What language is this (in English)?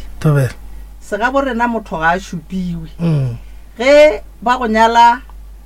Northern Sotho